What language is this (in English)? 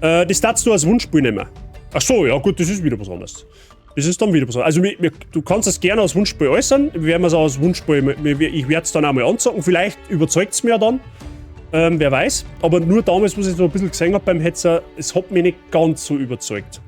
Bavarian